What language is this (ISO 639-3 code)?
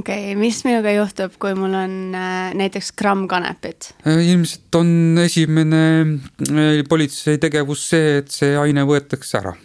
est